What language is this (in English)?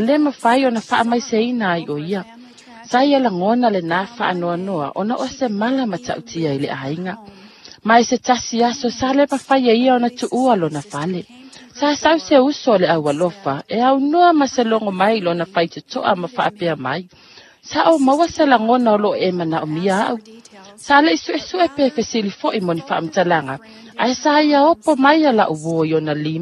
Samoan